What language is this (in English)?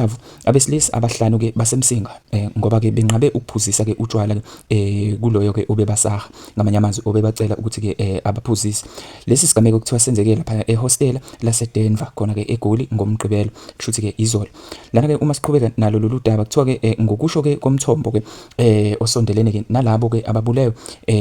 Zulu